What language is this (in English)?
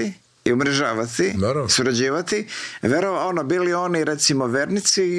Croatian